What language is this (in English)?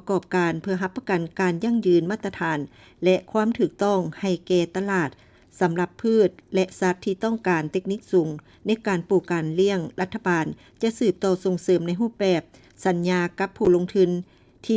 Lao